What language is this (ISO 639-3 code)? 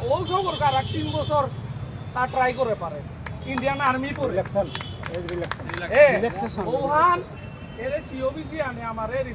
bpy